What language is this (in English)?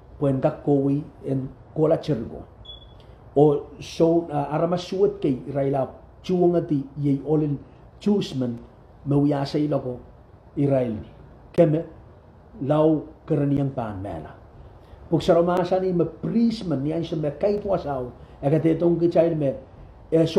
Pohnpeian